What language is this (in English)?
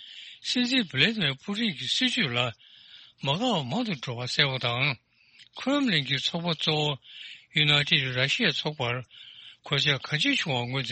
Tibetan